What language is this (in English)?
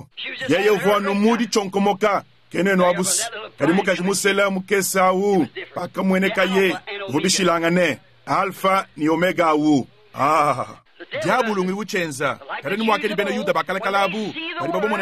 Luba-Lulua